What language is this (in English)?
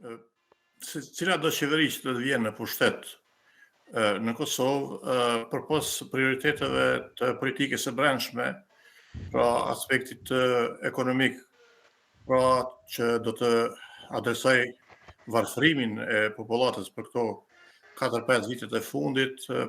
Albanian